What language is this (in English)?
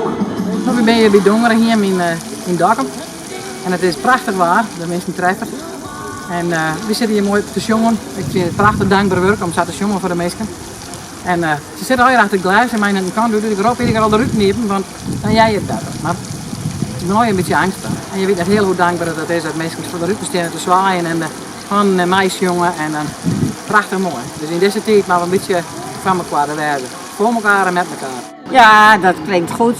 Western Frisian